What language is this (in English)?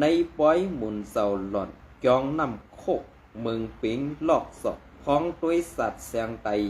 Shan